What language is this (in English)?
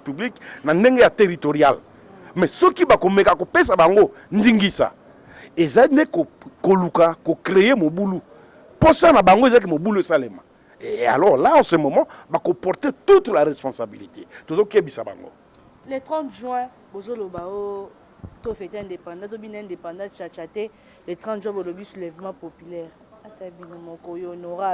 Lingala